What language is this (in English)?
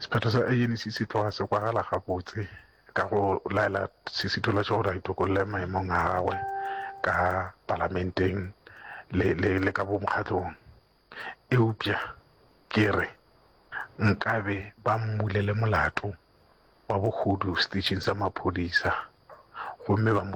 Northern Sotho